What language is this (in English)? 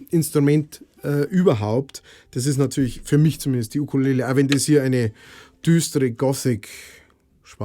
Bavarian